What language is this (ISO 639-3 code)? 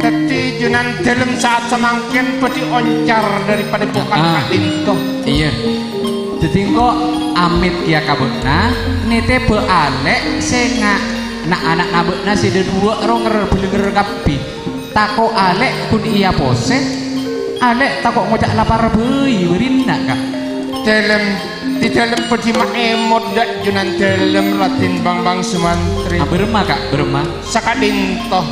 mad